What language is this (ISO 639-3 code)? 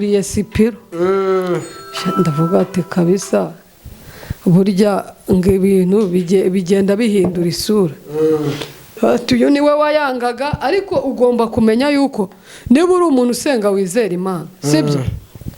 kin